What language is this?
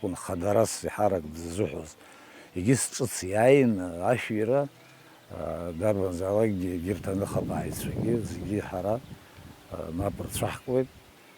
Abkhazian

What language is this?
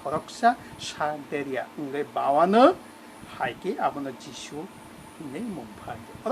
Kok Borok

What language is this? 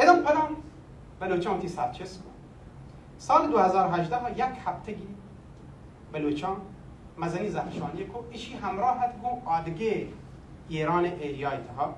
Baluchi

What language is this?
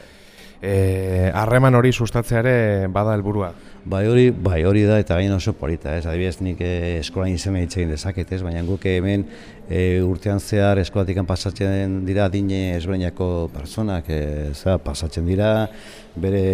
Basque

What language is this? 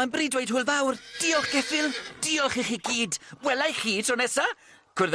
Welsh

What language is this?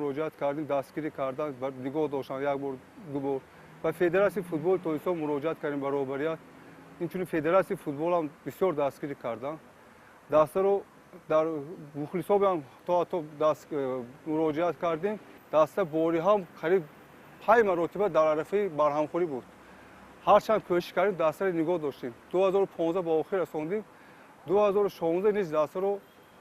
Tajik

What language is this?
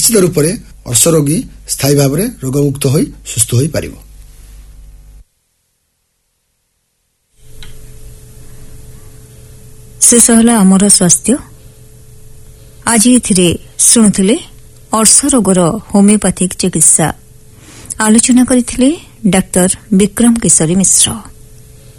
Odia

